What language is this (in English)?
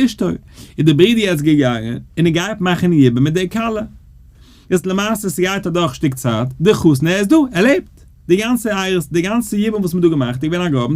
Yiddish